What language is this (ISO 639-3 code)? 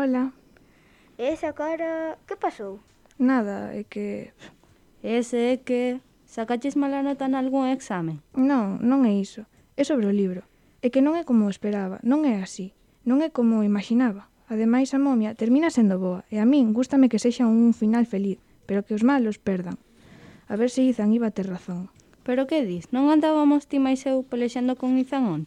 glg